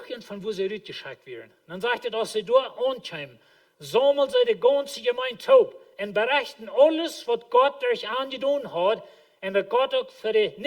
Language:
Plautdietsch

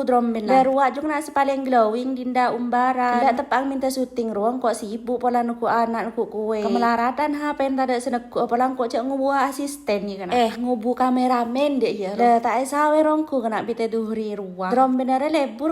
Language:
Madurese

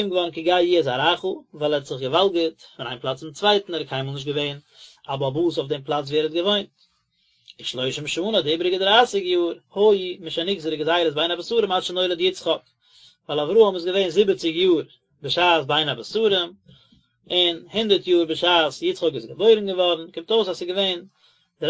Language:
Yiddish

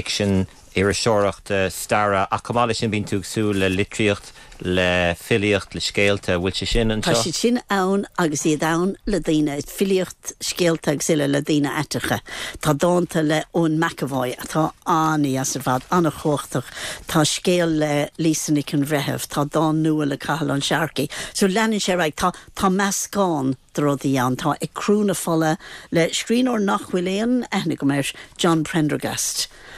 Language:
Irish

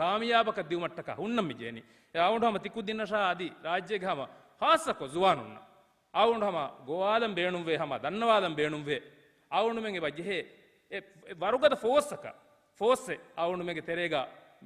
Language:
Divehi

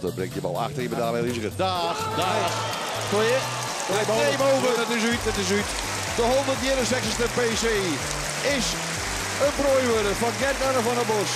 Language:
Western Frisian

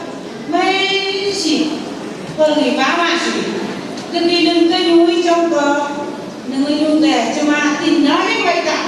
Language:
Phom Naga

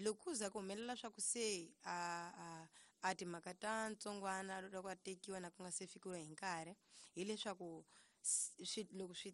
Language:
Tsonga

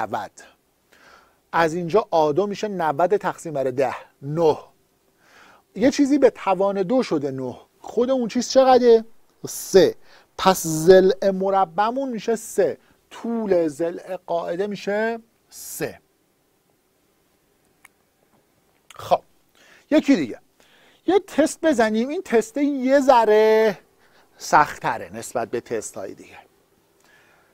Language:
Persian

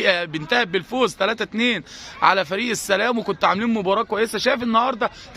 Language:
Egyptian Arabic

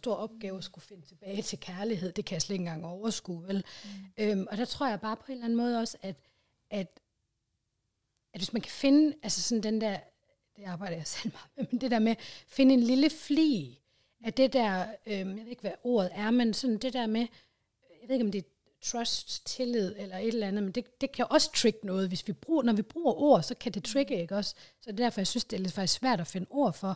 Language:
Danish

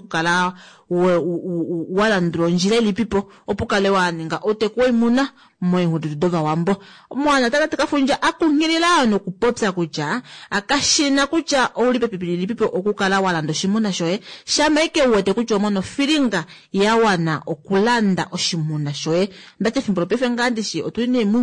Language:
Kuanyama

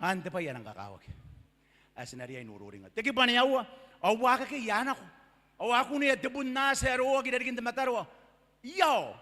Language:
Gilbertese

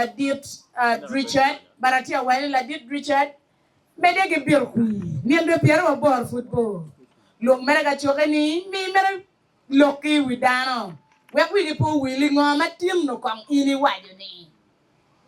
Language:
Acoli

